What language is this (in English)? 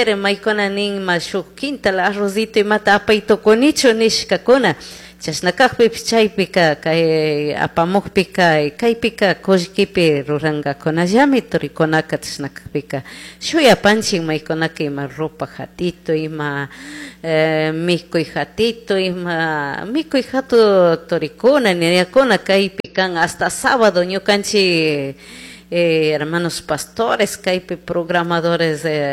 Chimborazo Highland Quichua